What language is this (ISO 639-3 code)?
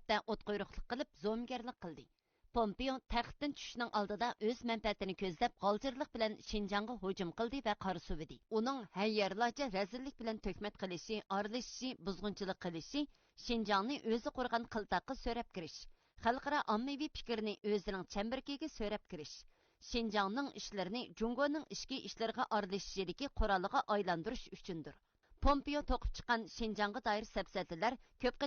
uig